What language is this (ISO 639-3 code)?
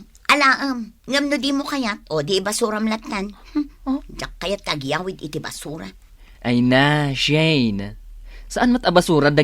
ilo